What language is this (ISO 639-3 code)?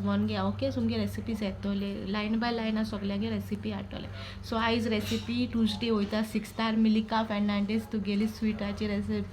kok